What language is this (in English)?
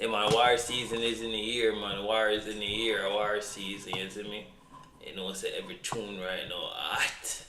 Jamaican Creole English